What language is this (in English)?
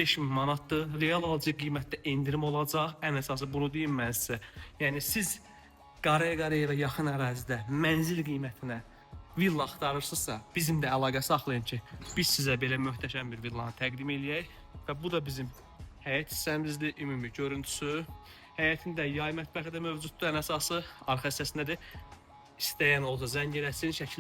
Azerbaijani